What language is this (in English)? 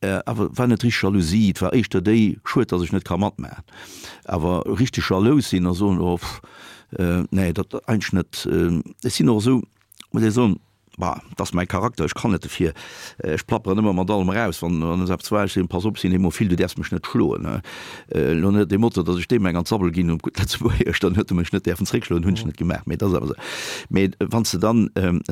Luxembourgish